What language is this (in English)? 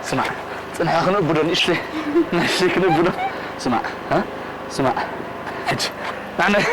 Tigrinya